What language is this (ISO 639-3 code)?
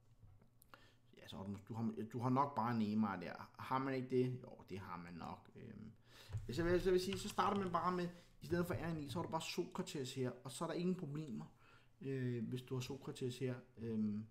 dan